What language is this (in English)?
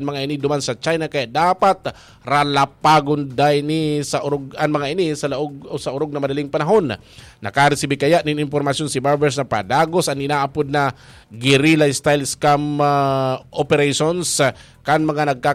Bikol